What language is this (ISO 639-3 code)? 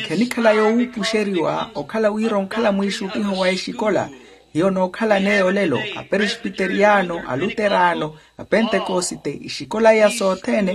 vmw